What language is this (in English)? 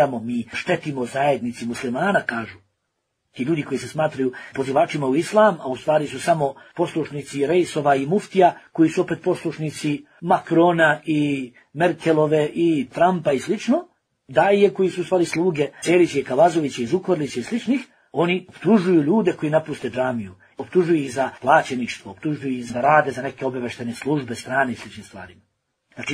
Bosnian